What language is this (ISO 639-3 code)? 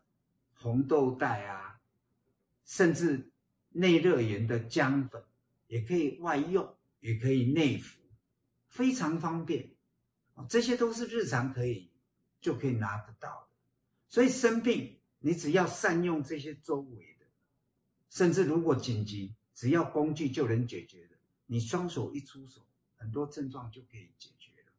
zho